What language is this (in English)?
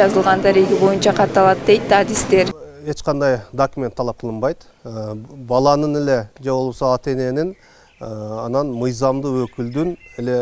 Kyrgyz